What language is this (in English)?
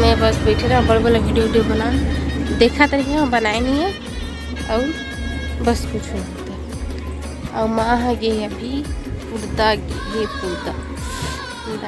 Chhattisgarhi